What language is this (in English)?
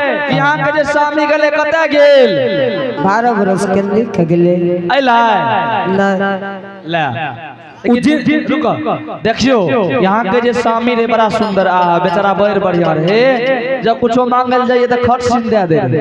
Angika